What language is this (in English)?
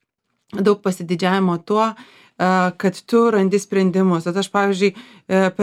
Lithuanian